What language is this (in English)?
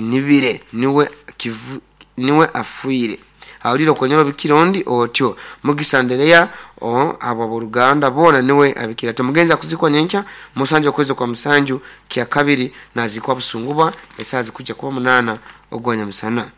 Nyoro